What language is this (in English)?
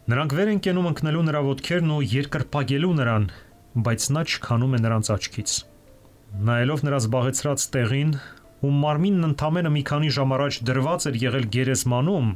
Armenian